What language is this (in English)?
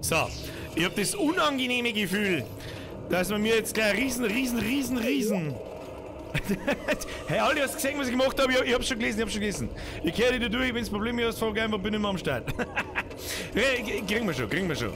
Bavarian